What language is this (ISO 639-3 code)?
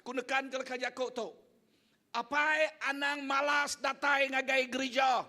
iba